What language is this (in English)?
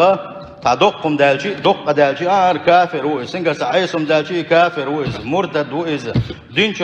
Chechen